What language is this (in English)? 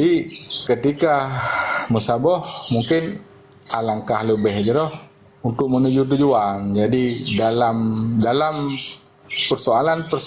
Achinese